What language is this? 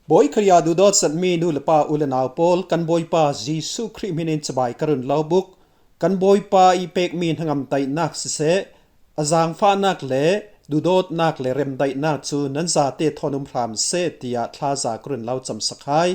Falam Chin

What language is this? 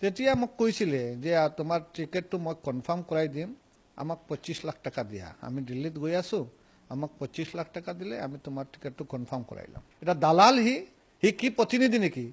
Assamese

